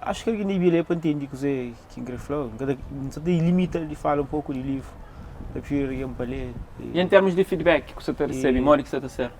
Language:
Kabuverdianu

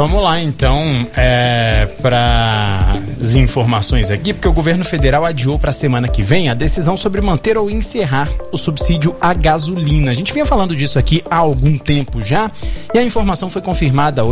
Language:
Portuguese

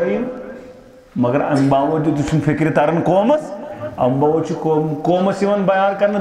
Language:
Kashmiri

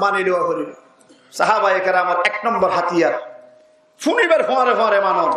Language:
Rohingya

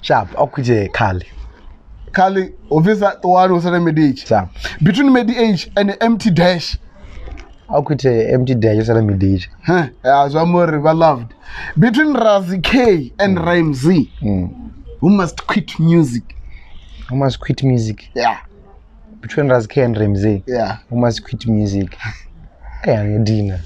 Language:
Venda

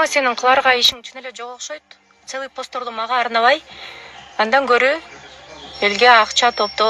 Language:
Kyrgyz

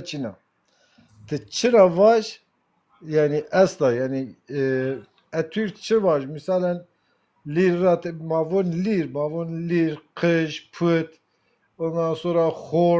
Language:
Zaza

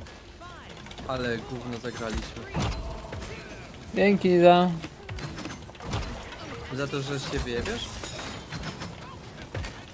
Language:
Polish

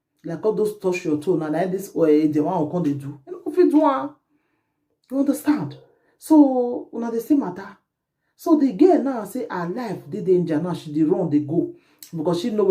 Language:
Nigerian Pidgin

